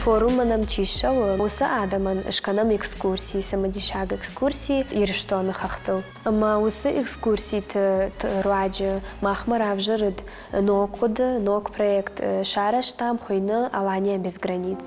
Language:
Ossetic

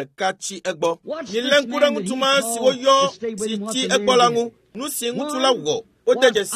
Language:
Ewe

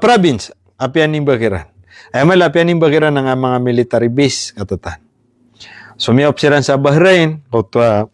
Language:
Maranao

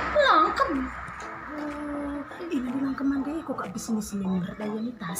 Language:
Batak Karo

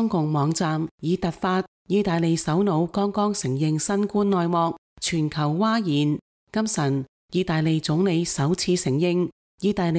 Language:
Cantonese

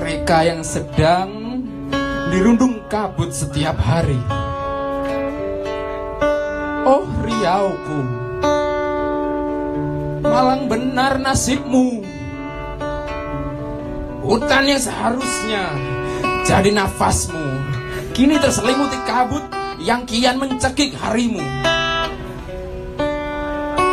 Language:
Indonesian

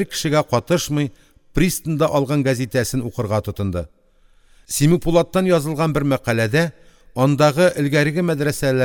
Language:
Tatar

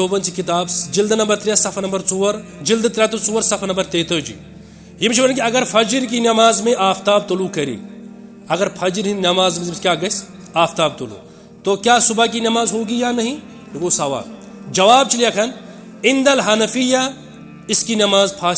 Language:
Kashmiri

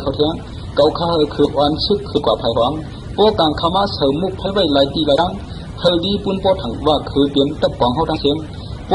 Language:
Shan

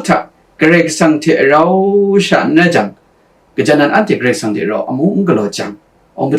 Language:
Kachin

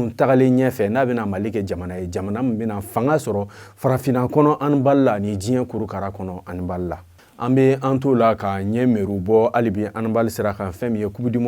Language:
Bambara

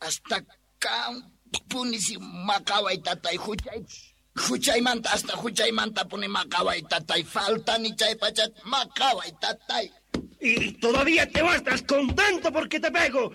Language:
South Bolivian Quechua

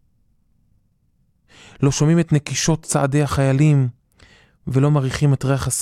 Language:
Hebrew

